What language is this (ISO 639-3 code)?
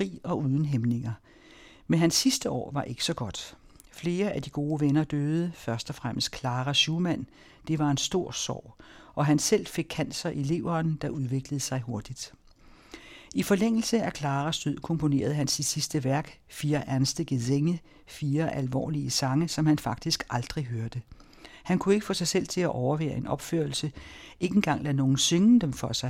dan